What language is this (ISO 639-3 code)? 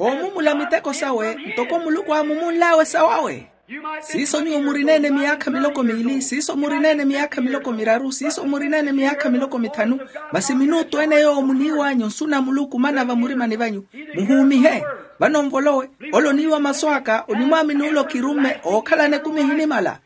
vmw